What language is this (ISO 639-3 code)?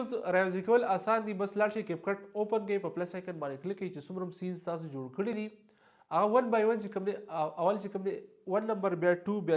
pus